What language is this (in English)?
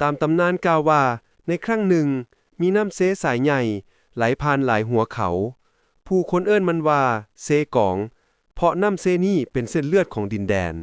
Lao